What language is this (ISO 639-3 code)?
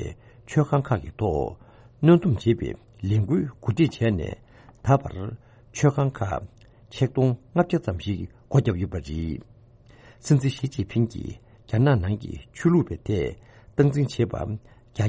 bod